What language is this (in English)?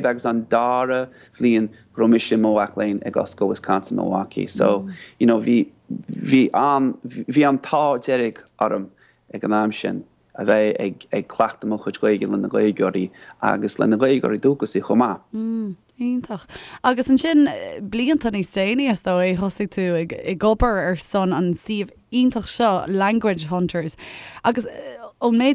Irish